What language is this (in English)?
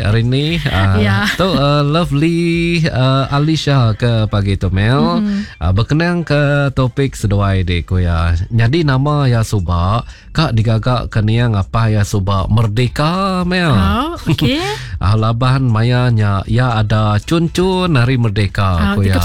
Iban